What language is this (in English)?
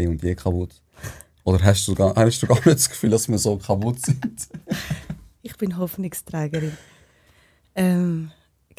Swiss German